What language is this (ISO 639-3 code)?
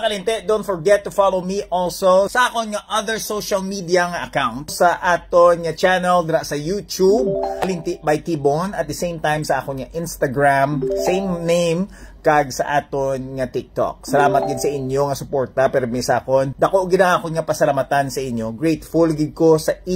hil